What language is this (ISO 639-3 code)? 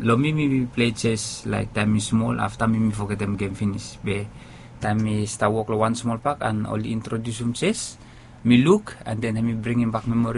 bis